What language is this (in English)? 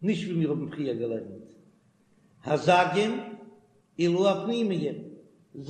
Yiddish